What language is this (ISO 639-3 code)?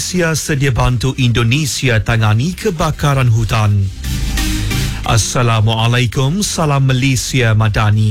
msa